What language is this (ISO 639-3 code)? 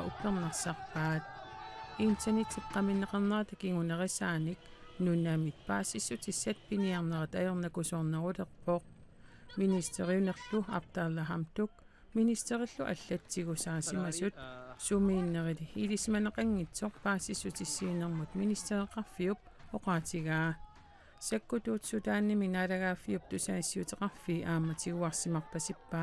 kal